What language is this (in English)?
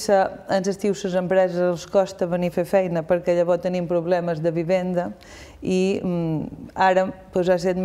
Catalan